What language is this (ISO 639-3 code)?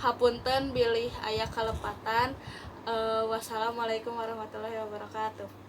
sun